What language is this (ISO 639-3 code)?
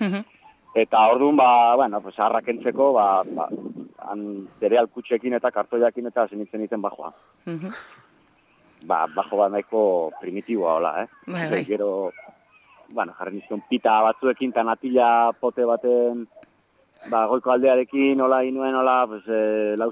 eus